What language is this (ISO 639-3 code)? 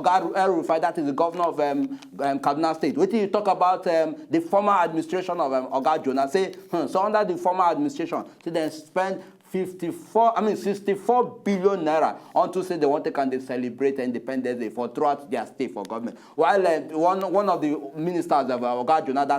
pcm